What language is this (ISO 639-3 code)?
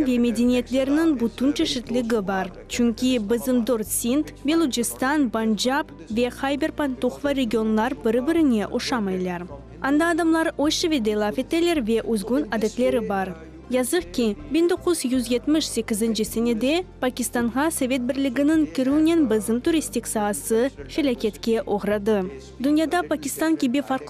crh